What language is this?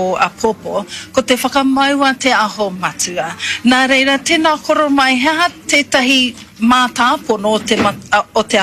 Māori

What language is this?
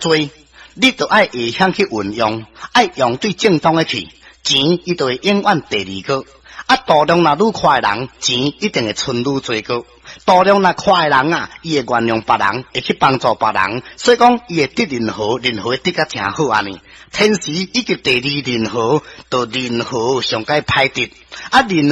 Min Nan Chinese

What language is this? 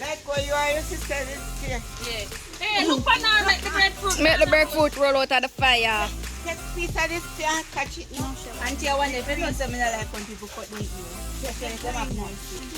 Jamaican Creole English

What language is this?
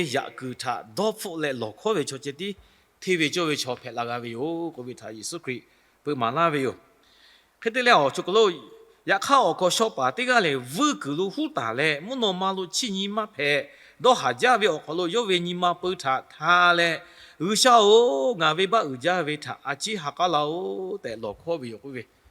Lahu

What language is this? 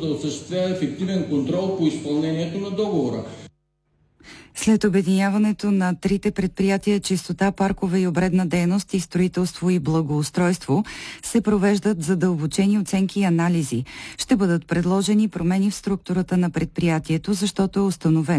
Bulgarian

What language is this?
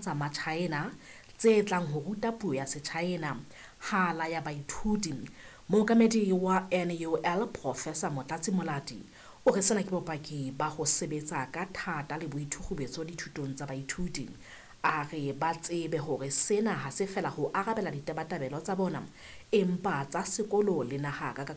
Southern Sotho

